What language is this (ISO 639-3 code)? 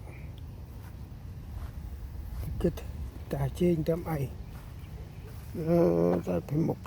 cmo